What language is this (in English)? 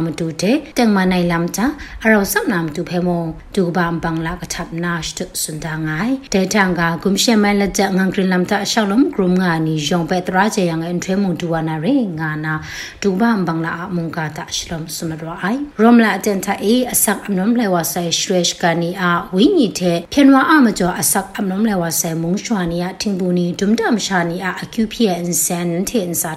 Burmese